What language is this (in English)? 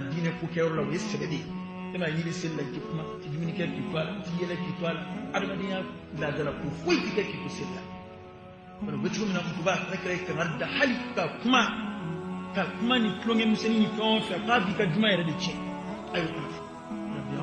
Bambara